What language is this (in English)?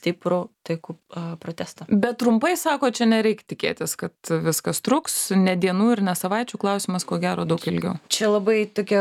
Lithuanian